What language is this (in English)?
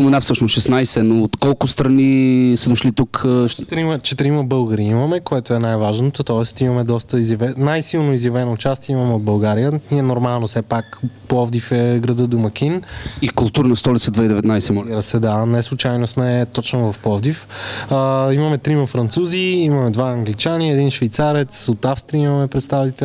Bulgarian